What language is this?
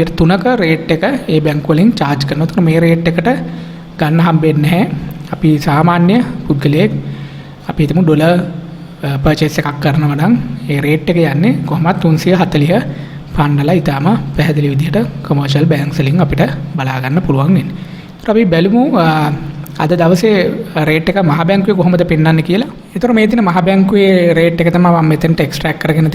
Sinhala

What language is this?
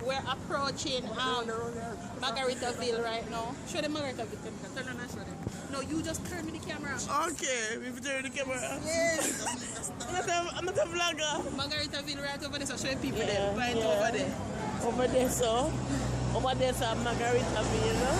Jamaican Creole English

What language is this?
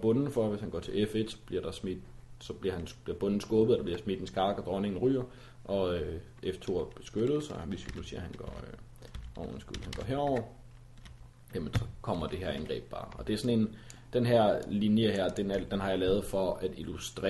Danish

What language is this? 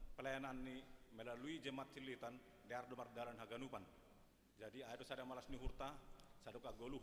Batak Simalungun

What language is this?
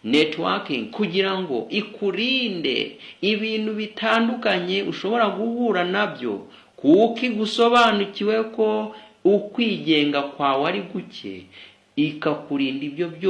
Kinyarwanda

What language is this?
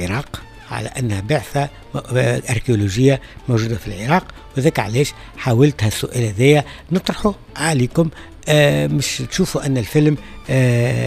Tunisian Arabic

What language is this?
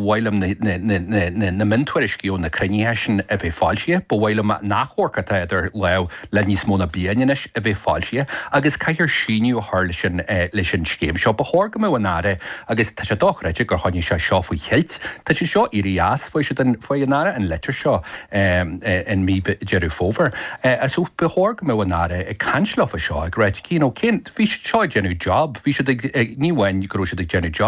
Irish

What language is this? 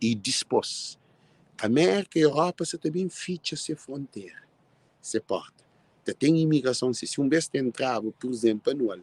Kabuverdianu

